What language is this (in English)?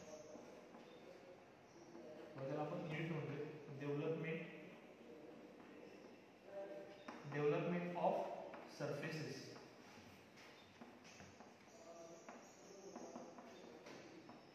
Marathi